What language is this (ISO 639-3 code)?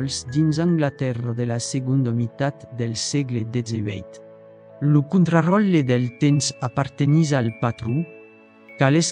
oci